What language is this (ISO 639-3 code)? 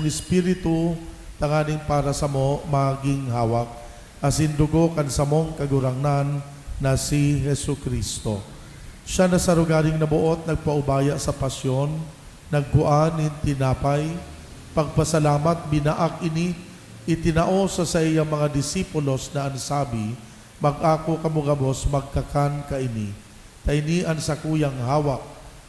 bik